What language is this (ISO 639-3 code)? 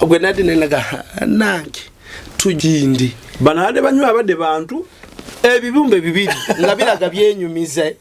lug